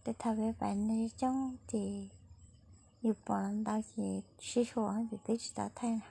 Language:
Hmong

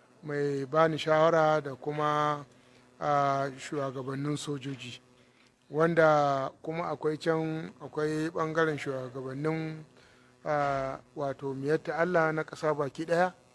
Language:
Hausa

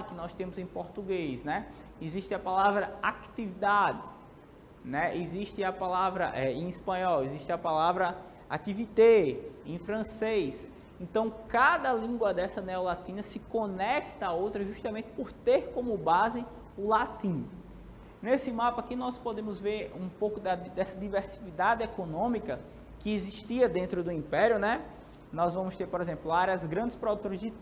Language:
Portuguese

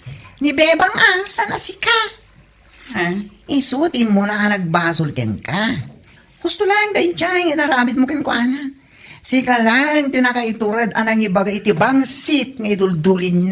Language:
Iloko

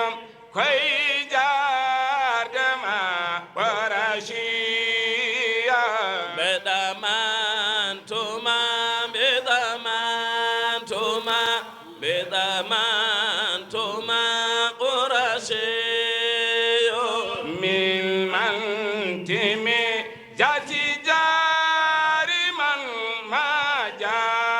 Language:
Fula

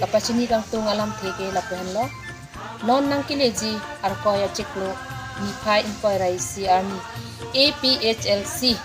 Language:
Karbi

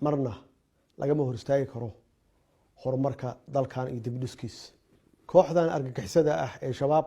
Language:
Somali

